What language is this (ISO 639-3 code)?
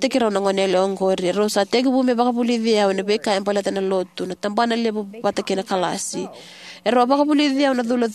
fij